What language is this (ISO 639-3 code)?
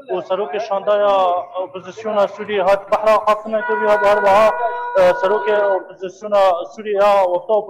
kur